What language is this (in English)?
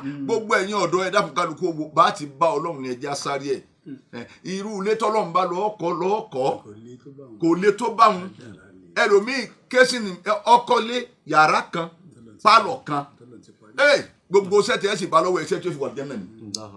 Yoruba